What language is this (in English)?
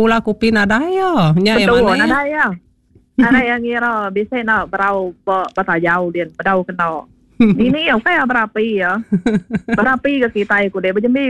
Iban